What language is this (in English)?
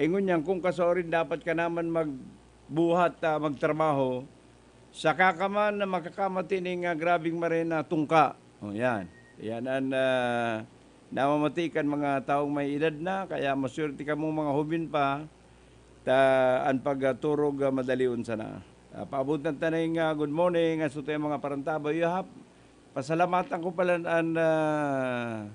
Bikol